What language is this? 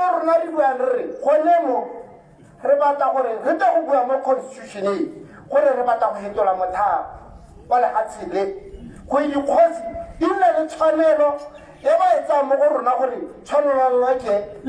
Tswana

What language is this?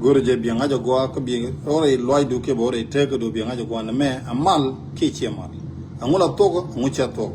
Nuer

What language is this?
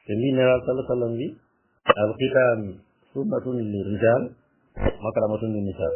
Fula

